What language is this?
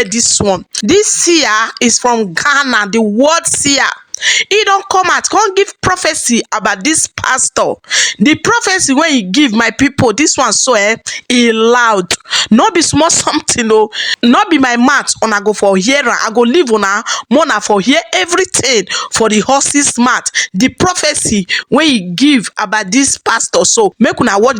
Nigerian Pidgin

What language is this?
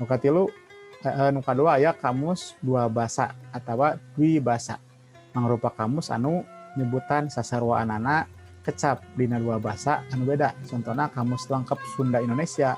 Sundanese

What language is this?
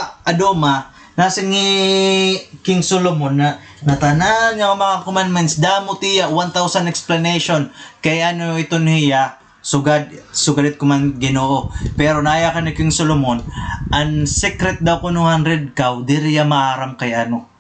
Waray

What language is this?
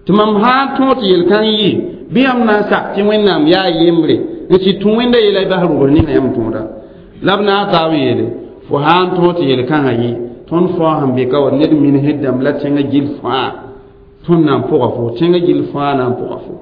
Mossi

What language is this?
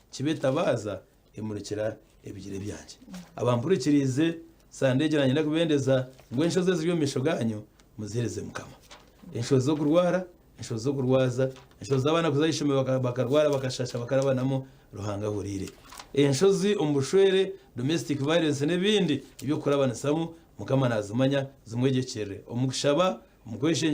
Nyankole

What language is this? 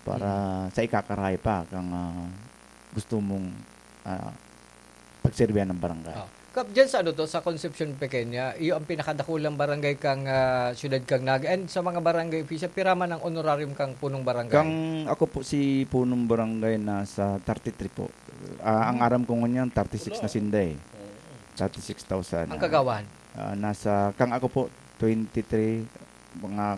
Bikol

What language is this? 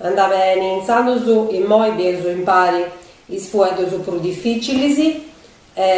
Sardinian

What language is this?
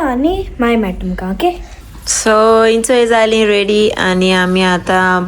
Konkani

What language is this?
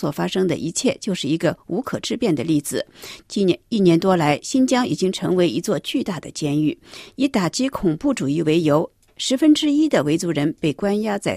Chinese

